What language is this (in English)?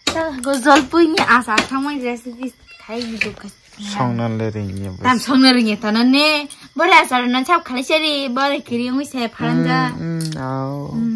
Kok Borok